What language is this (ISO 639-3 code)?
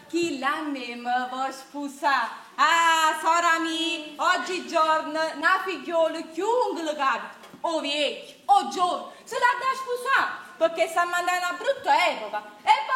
nap